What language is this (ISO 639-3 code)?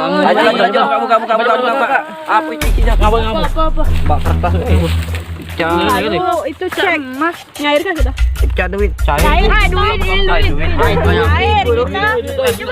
mui